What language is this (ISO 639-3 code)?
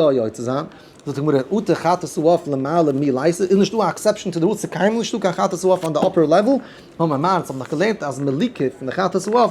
yid